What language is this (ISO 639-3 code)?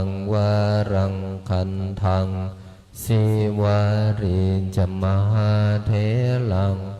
pli